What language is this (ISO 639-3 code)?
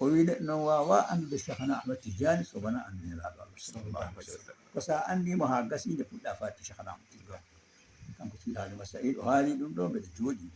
ful